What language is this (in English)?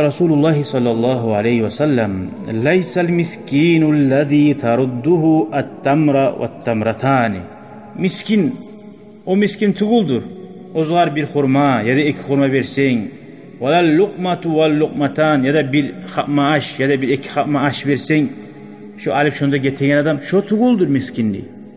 Kumyk